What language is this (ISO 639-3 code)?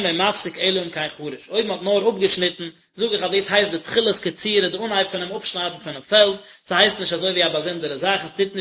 yid